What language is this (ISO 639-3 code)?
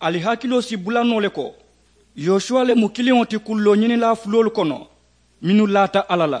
man